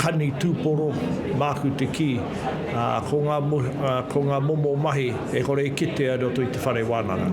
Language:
Māori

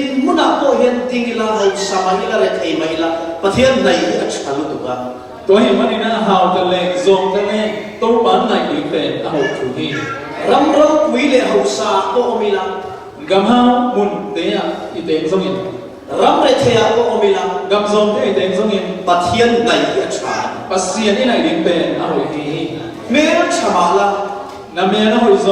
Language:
Falam Chin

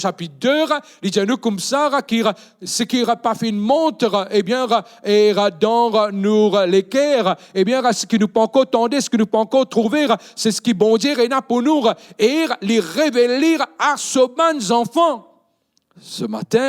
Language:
Morisyen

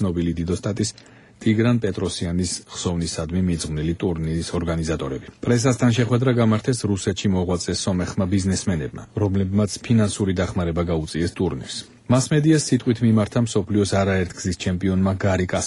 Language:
Georgian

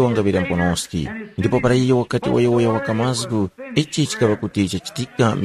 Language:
Tumbuka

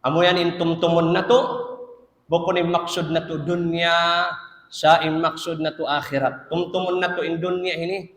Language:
Tausug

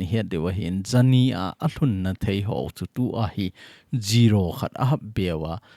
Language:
Thado Chin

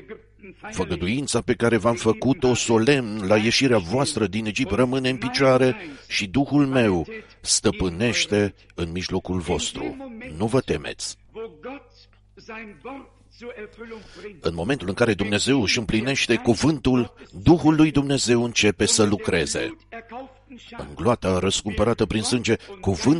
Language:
Romanian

